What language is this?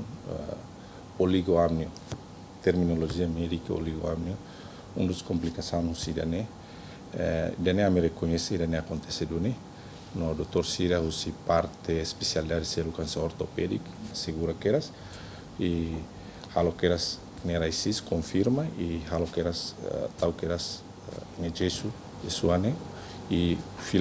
Tetum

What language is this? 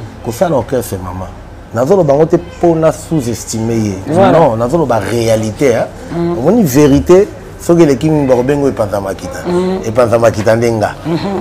Lingala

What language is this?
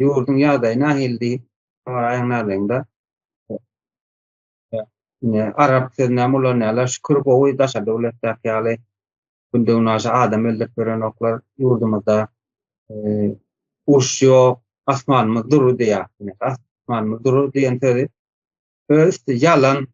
Turkmen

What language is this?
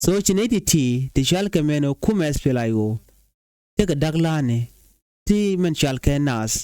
Nuer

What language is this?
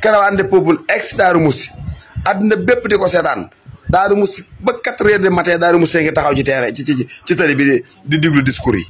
Wolof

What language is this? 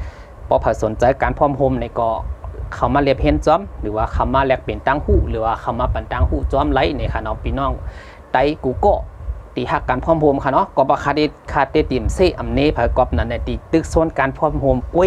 Shan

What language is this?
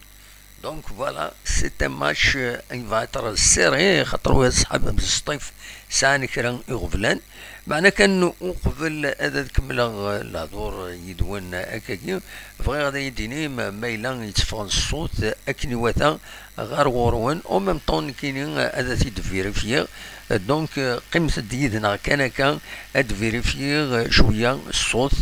Kabyle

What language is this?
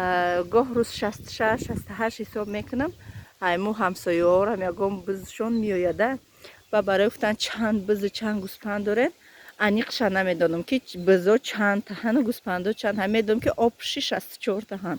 Tajik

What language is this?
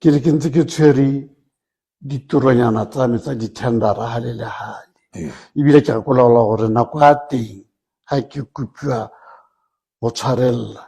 Tswana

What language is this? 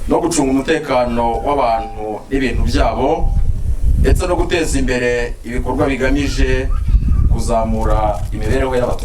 Kinyarwanda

